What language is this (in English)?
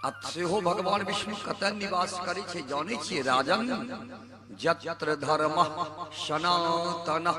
Maithili